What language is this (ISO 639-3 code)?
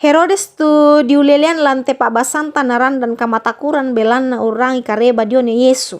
sda